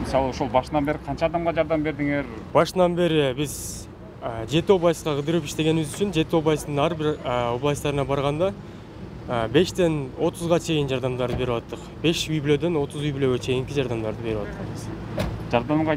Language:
Kyrgyz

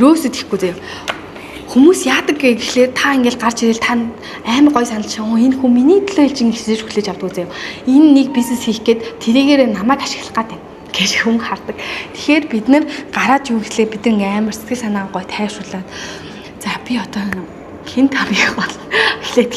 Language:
Mongolian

